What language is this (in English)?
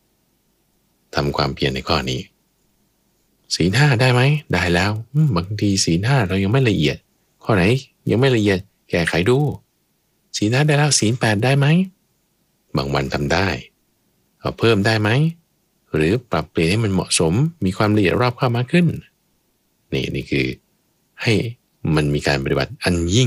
Thai